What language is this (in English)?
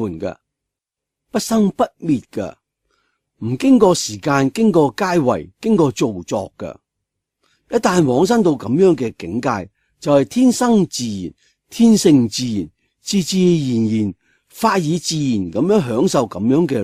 Cantonese